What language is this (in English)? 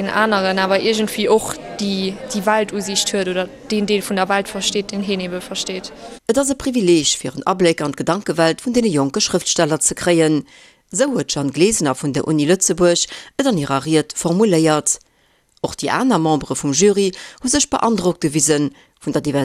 Luxembourgish